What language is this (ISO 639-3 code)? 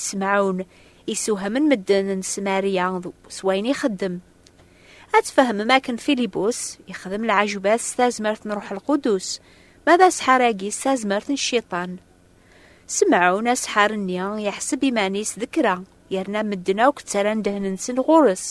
kab